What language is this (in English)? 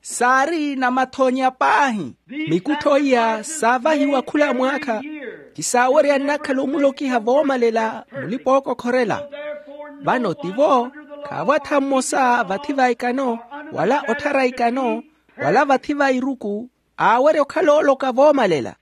Makhuwa